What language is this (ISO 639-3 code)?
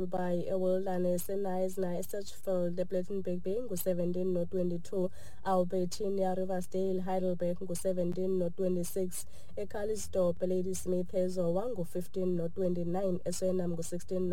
xho